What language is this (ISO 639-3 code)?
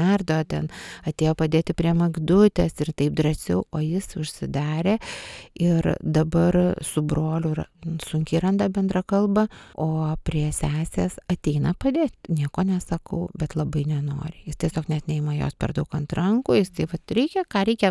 lit